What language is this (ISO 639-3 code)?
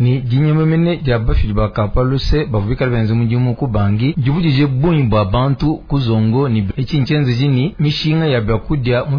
lua